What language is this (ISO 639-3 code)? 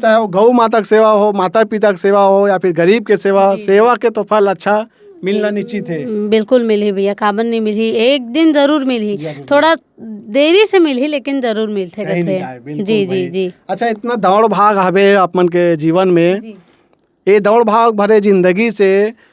hne